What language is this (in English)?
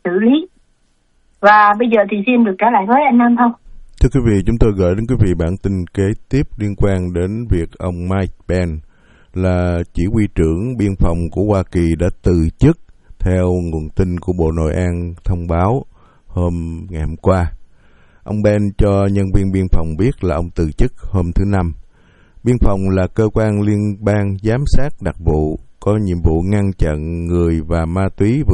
Vietnamese